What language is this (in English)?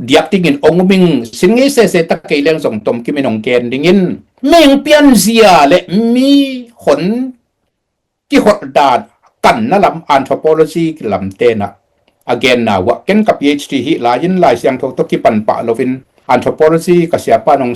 Tedim Chin